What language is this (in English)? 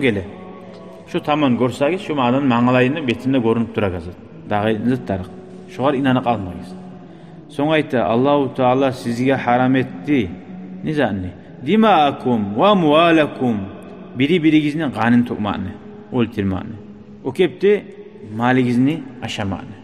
Kumyk